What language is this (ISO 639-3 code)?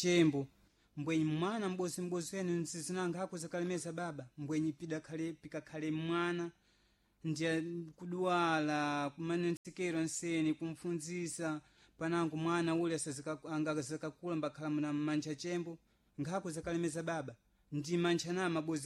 seh